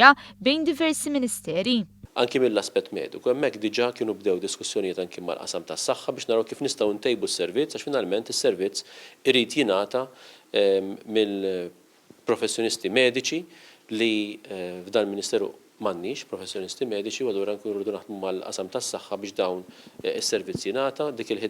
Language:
Maltese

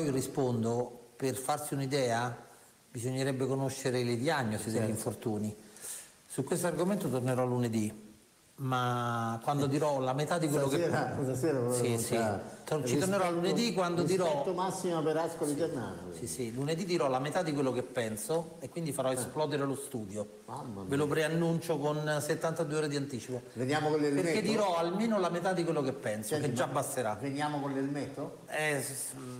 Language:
Italian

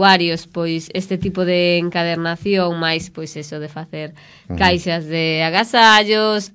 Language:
Galician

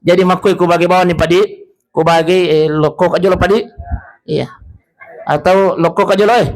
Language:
Buginese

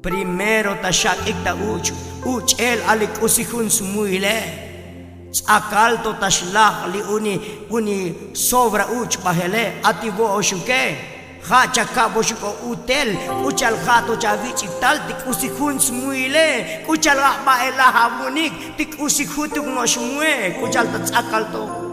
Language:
Tzotzil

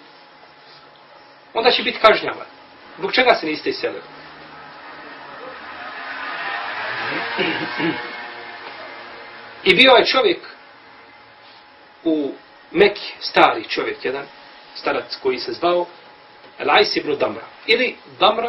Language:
Bosnian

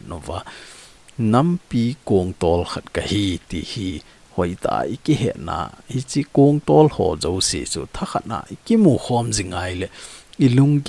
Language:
Thado Chin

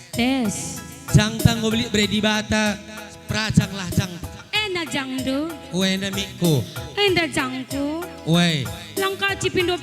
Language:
Batak Karo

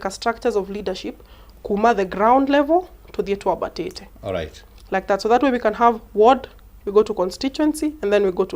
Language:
Kikuyu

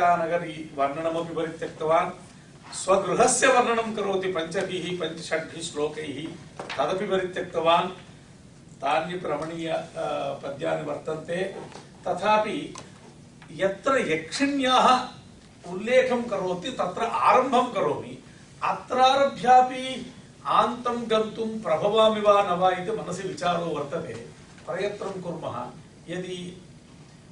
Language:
Sanskrit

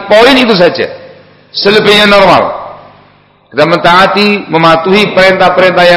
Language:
Indonesian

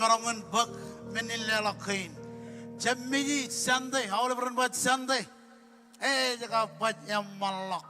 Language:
Marshallese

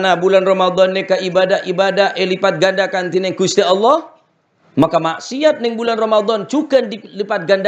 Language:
Madurese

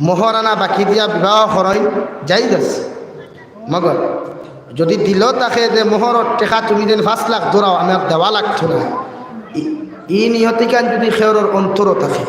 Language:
Sylheti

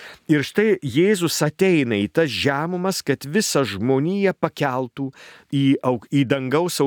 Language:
Lithuanian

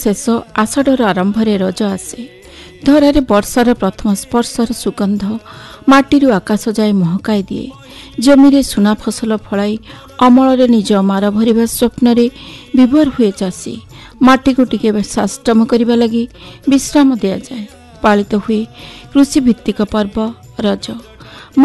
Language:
Odia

